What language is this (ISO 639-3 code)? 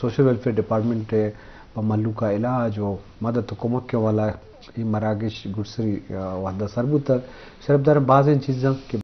bgp